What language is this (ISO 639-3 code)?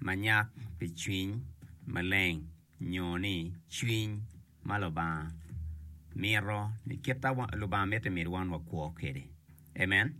ach